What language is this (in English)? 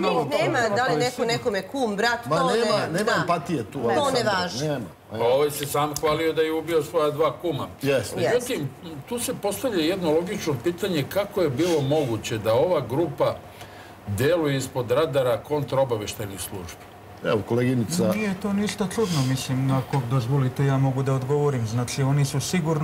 Serbian